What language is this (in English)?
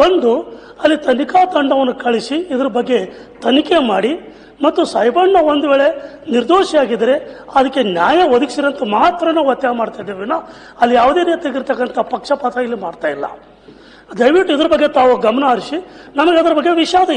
Kannada